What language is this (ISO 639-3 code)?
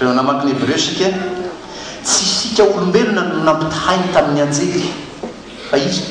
mlg